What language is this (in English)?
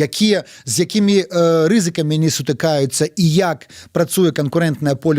Belarusian